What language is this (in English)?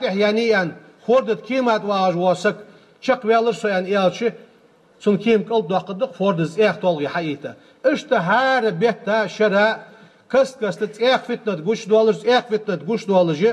Ingush